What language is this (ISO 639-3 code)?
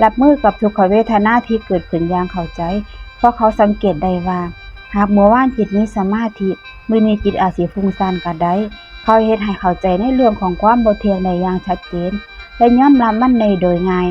lao